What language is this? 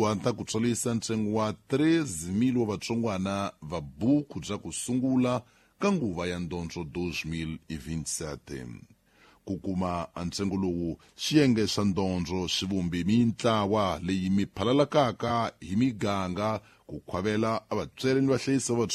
Tsonga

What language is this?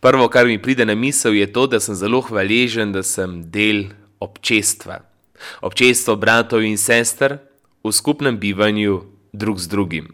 Slovenian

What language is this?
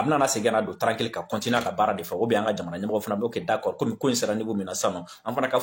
Bambara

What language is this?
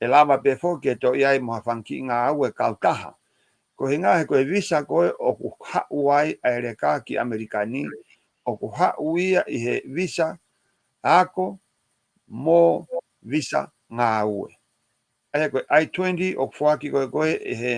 Tongan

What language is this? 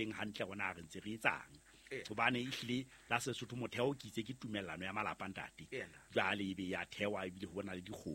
Southern Sotho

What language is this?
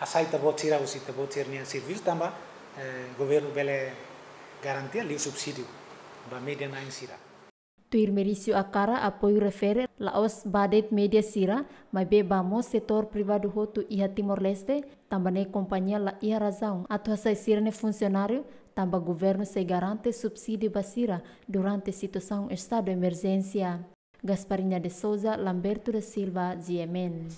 Tetum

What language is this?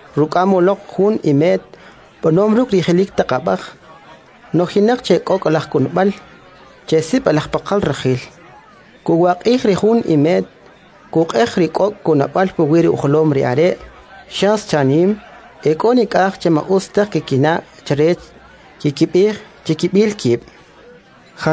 Kʼicheʼ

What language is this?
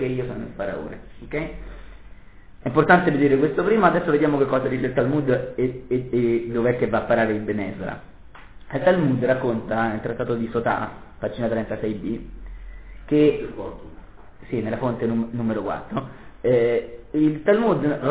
Italian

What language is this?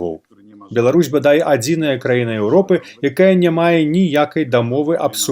Belarusian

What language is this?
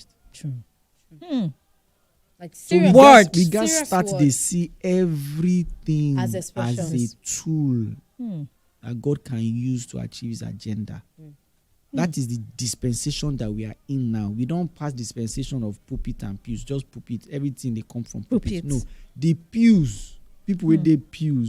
Nigerian Pidgin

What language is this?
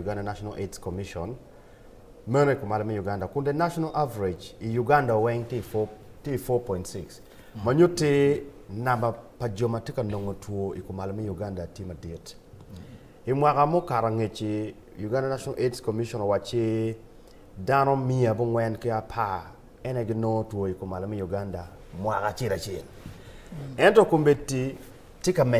Acoli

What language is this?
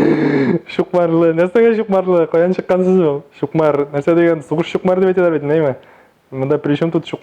Tatar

